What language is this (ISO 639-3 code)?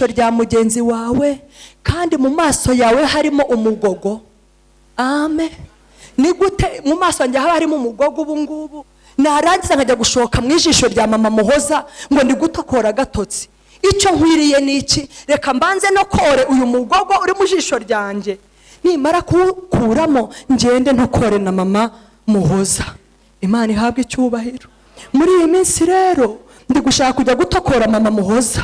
kin